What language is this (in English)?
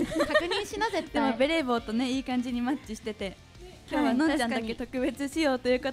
Japanese